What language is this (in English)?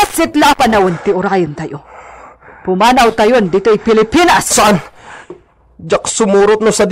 Iloko